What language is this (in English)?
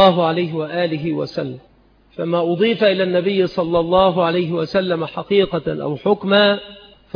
Arabic